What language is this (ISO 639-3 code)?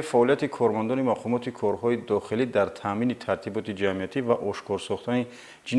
tgk